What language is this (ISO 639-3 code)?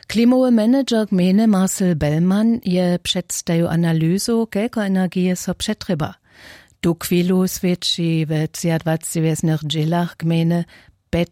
hsb